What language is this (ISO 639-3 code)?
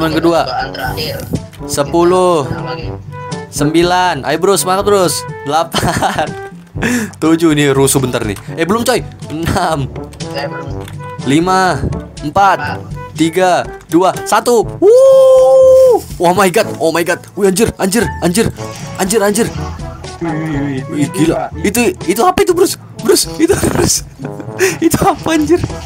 ind